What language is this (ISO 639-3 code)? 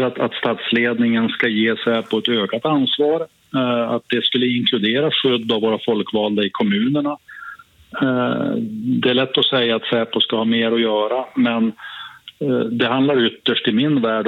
swe